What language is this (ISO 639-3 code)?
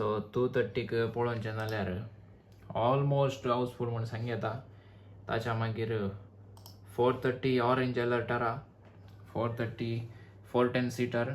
kok